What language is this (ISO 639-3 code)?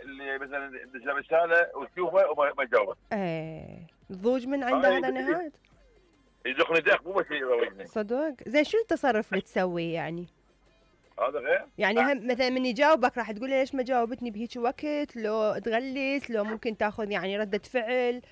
acm